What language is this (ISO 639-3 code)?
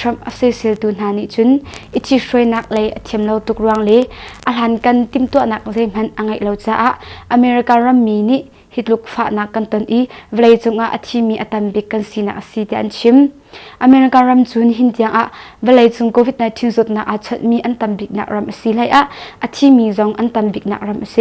cnh